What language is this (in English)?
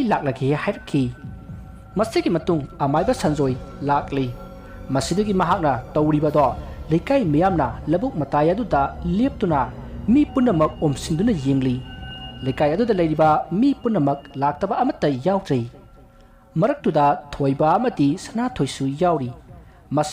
Manipuri